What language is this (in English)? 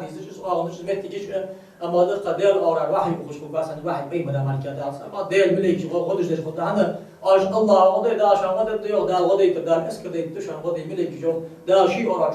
Ingush